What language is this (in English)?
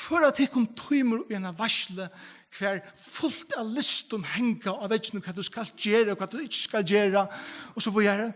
Faroese